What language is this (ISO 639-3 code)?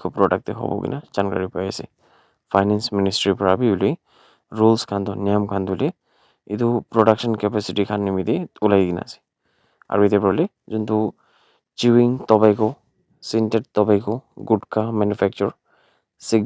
nag